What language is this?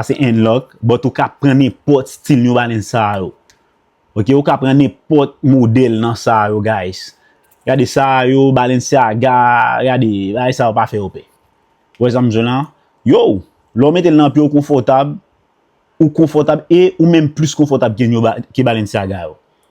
Haitian Creole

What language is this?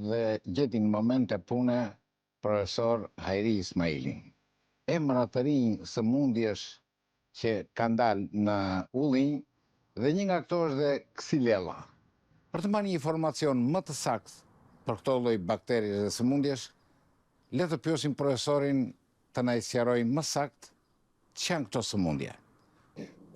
Albanian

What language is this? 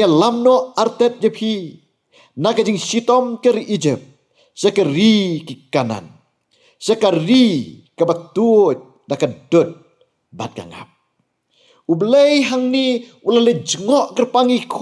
Khasi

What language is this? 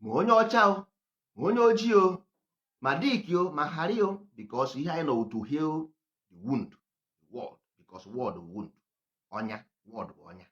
Igbo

